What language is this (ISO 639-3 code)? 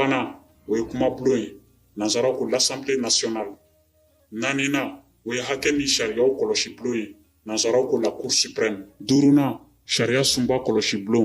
bam